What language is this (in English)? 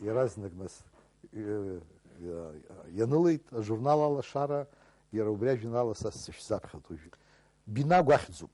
Abkhazian